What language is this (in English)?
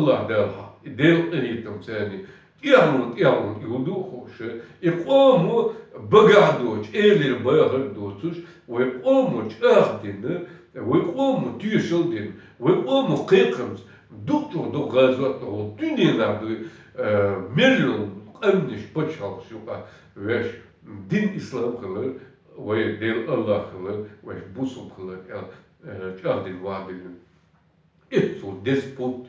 Chechen